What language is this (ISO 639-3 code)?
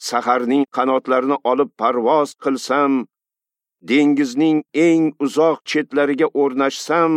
uzb